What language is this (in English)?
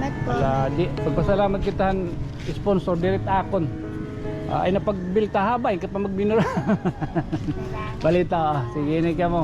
Waray